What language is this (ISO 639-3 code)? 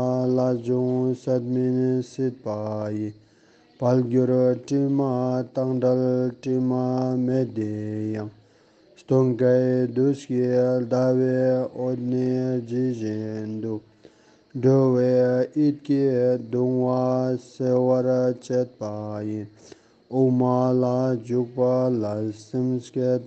lbj